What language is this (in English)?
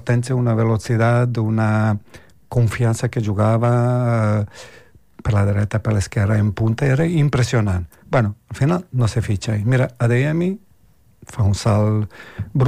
Catalan